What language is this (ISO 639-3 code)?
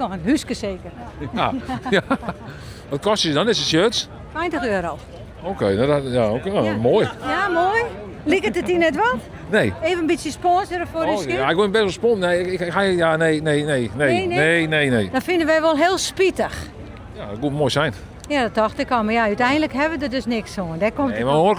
fry